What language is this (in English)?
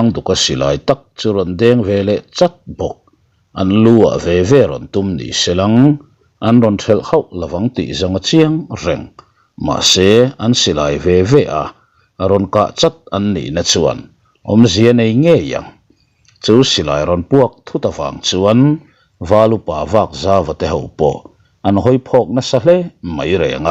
Mizo